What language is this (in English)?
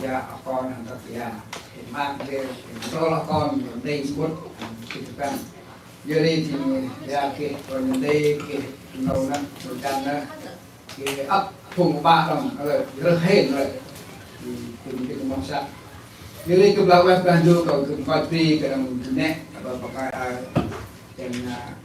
Central Mnong